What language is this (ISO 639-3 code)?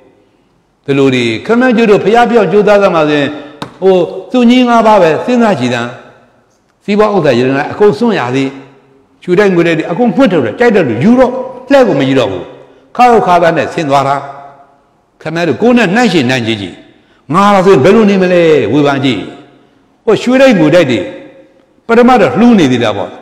mya